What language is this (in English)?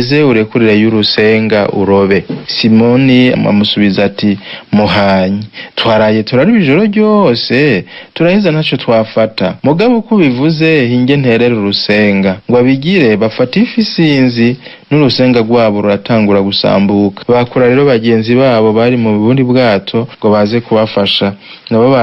Rundi